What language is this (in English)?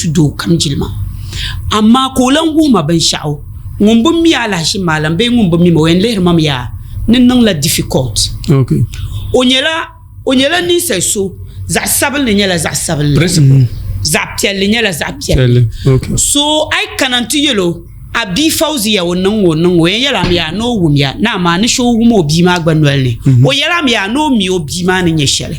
Dagbani